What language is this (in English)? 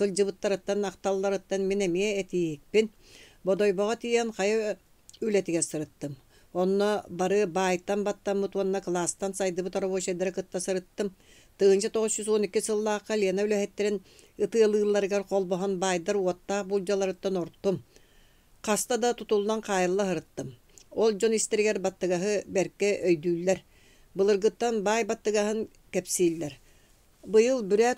Yakut